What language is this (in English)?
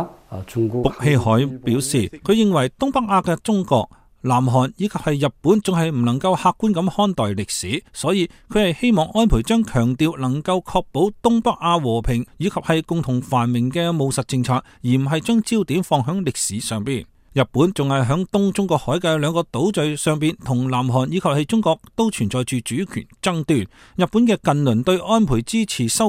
Cantonese